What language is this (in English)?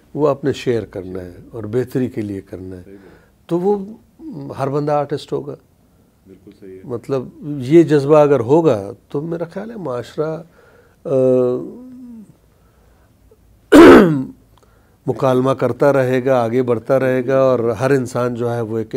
Urdu